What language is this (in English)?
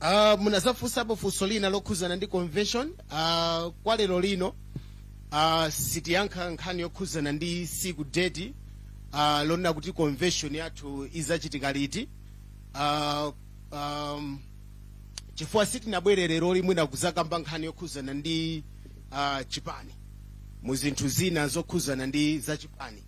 Nyanja